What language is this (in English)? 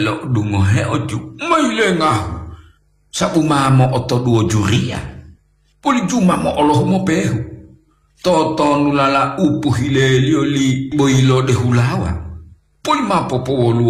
Gorontalo